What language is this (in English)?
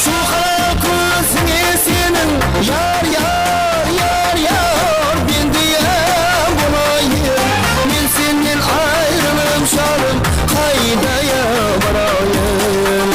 Kara-Kalpak